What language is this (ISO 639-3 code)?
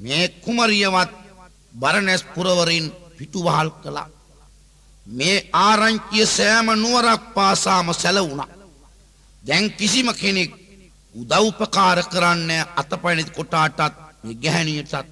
sin